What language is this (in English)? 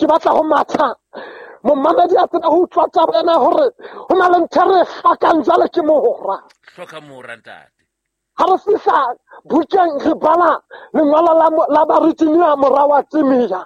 Southern Sotho